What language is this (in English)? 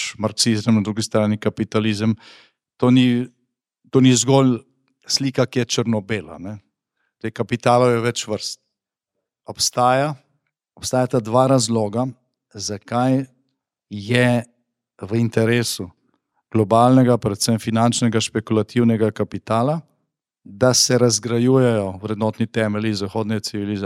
Slovenian